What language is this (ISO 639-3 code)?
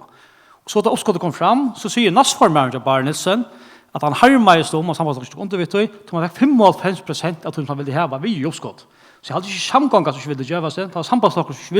fao